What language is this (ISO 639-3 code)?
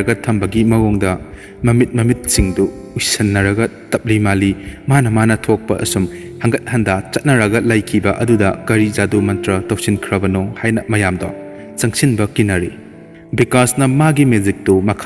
mni